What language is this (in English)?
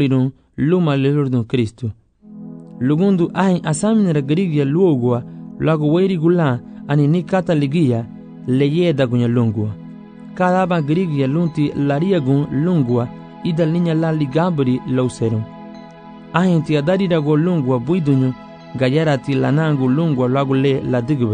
Garifuna